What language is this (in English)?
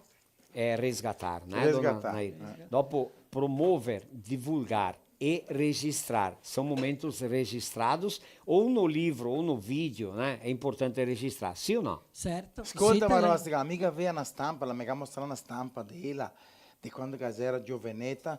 Venetian